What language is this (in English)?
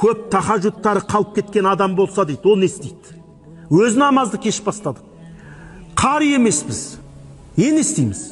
Kazakh